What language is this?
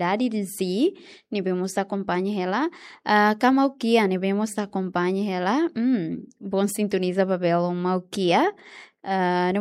Tetum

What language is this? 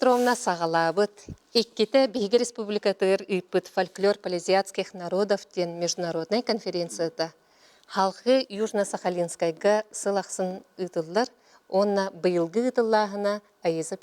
Yakut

